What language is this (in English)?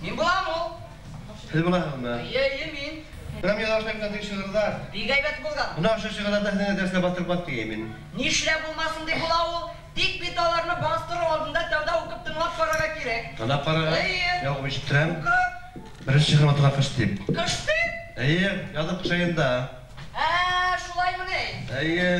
Bashkir